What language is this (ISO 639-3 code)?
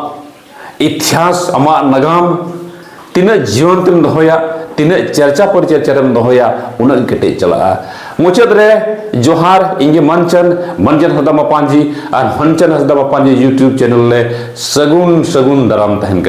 sat